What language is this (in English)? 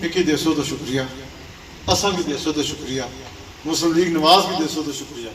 Pahari-Potwari